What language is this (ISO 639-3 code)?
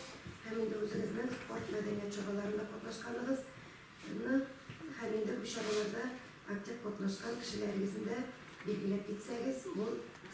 tat